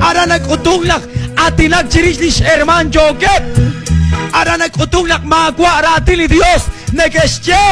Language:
Kekchí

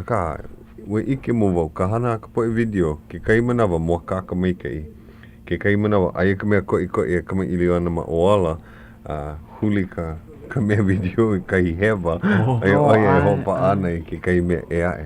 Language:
Hawaiian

